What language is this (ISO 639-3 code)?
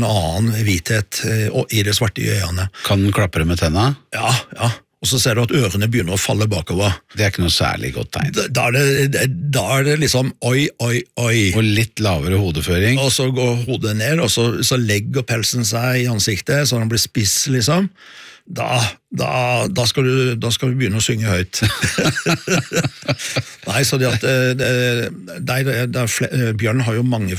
nor